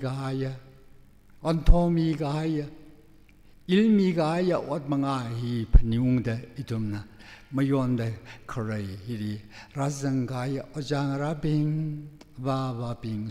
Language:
Tangkhul Naga (India)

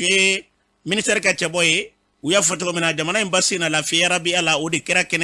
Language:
Bambara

